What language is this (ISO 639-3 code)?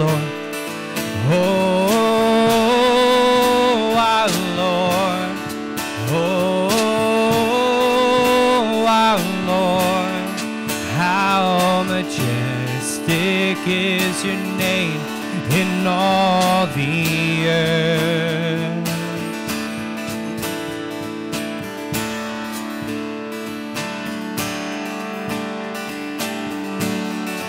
eng